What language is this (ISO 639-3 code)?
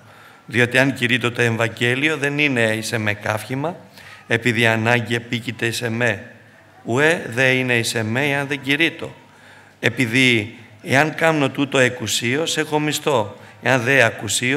ell